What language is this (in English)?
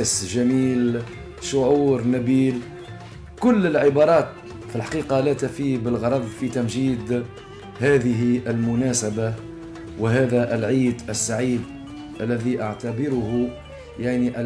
Tunisian Arabic